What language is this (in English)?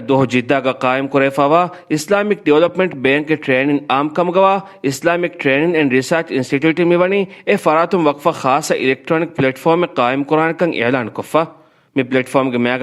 Divehi